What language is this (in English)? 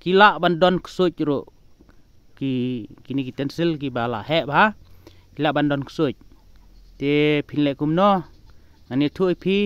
Khasi